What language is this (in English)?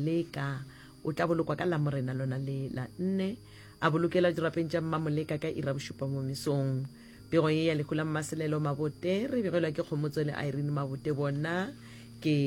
Northern Sotho